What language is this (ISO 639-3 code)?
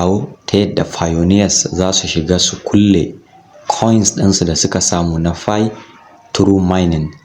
hau